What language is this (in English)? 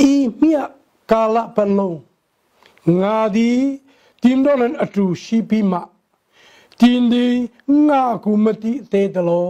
Hakha Chin